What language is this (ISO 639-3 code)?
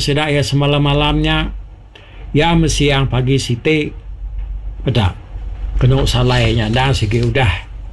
iba